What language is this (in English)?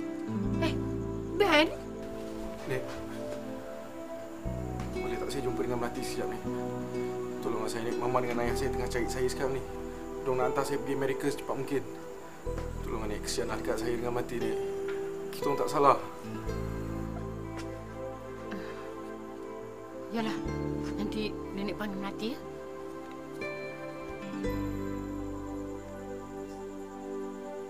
Malay